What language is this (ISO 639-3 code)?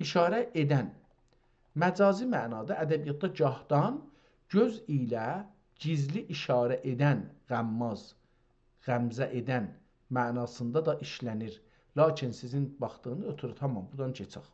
azb